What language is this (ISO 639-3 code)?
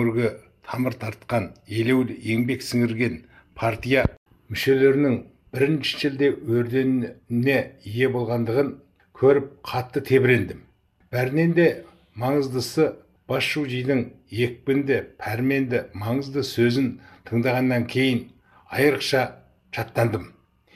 kaz